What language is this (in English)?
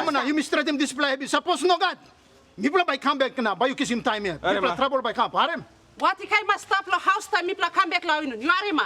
Tok Pisin